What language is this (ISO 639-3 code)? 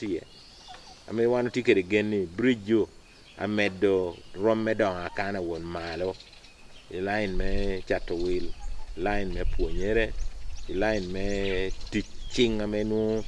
ach